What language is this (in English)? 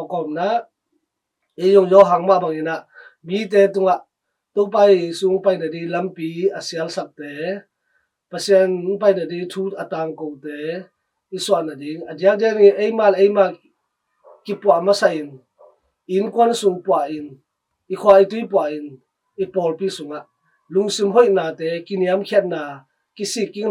Tedim Chin